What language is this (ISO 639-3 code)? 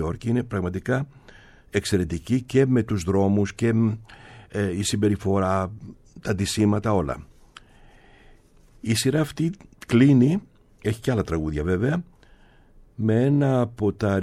ell